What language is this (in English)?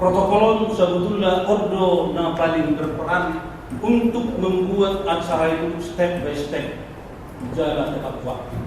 Batak Toba